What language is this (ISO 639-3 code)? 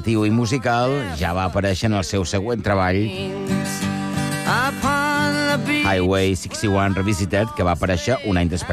cat